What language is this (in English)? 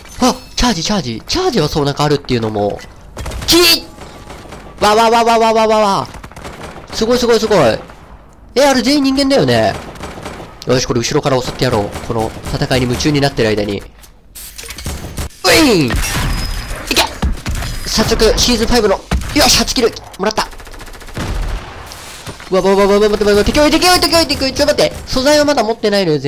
Japanese